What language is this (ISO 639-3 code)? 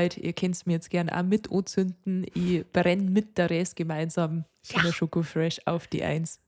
bar